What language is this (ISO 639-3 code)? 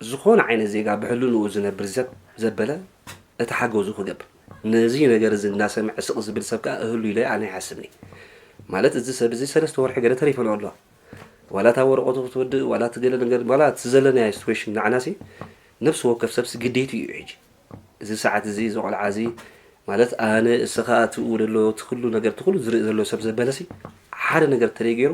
tir